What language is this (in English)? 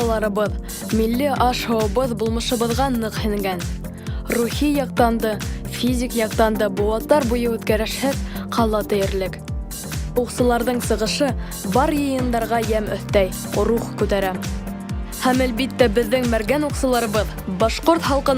Bashkir